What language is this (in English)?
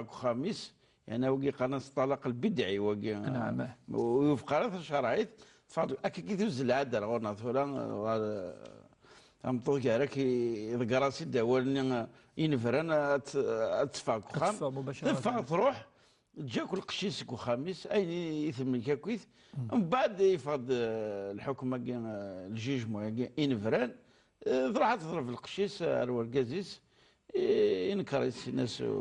Kabyle